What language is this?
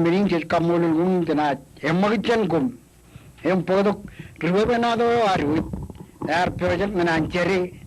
Marshallese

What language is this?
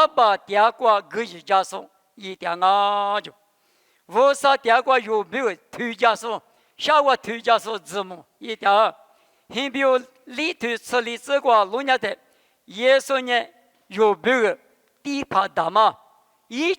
Lisu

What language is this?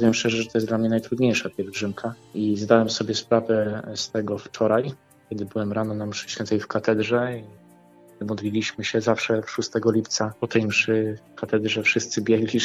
Polish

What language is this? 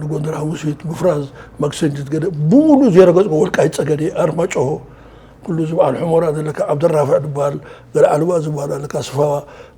Tigrinya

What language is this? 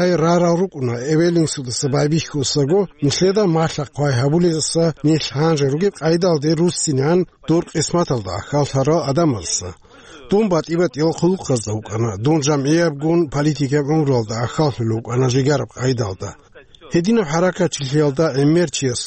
Avaric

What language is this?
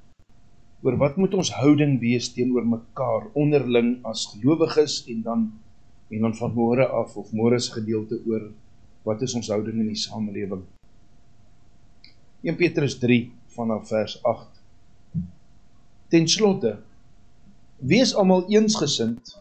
Afrikaans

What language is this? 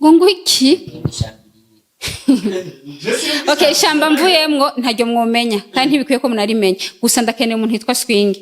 Rundi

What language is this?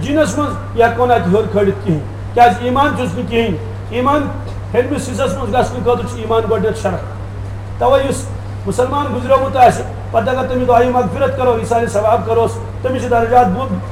Kashmiri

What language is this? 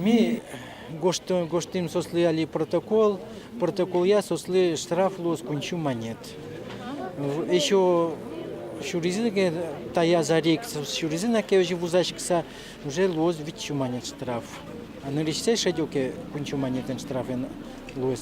Udmurt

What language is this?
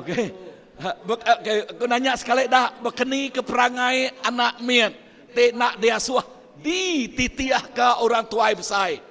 Iban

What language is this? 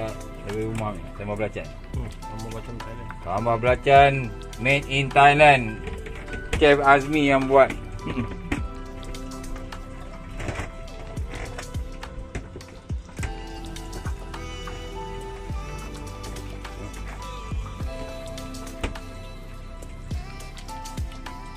Malay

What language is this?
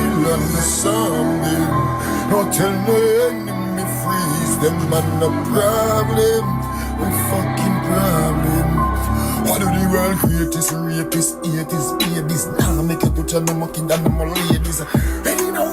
Jamaican Creole English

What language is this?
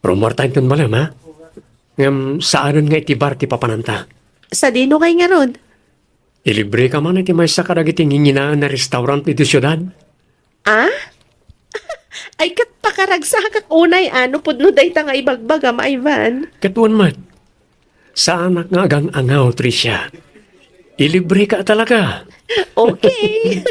Iloko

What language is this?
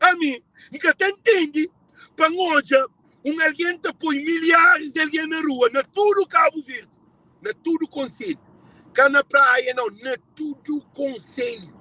Kabuverdianu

